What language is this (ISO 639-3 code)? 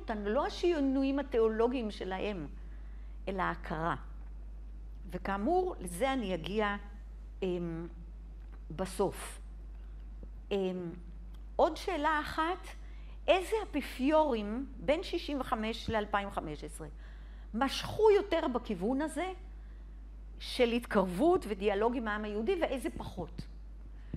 heb